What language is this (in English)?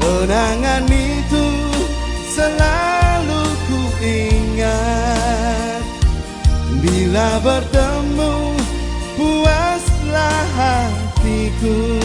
Tetum